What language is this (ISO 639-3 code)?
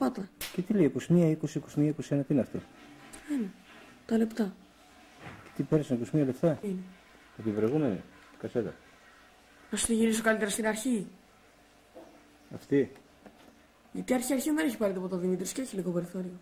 ell